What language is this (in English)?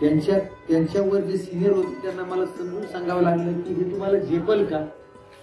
Marathi